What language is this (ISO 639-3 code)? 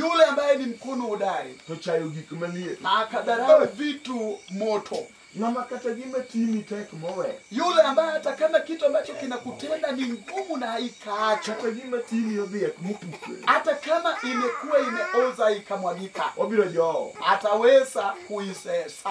luo